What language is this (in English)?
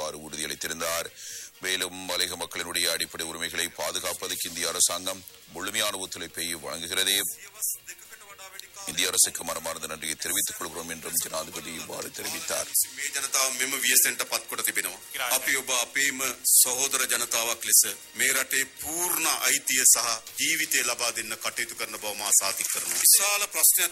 Tamil